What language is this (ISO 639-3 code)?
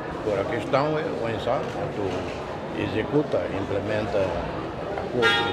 tet